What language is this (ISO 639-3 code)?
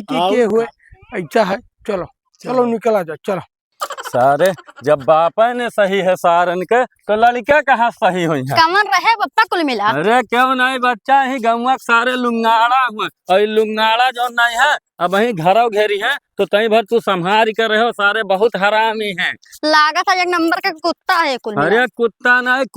awa